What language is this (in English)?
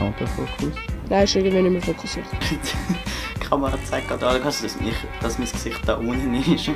Swiss German